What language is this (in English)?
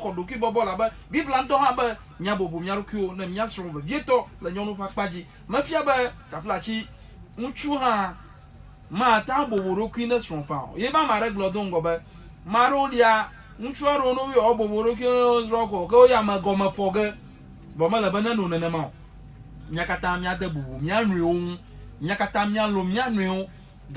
Ewe